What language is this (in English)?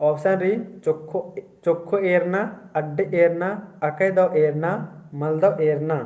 Kurukh